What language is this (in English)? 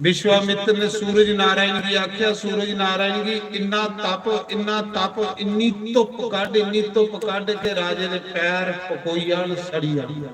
Dogri